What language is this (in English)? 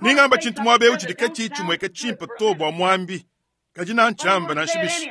Luba-Lulua